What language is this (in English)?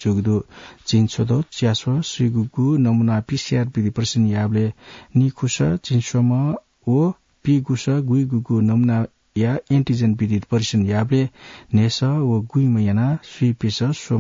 Newari